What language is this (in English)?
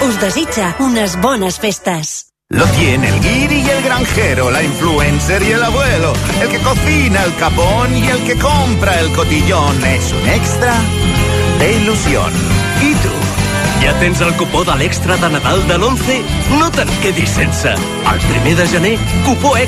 Catalan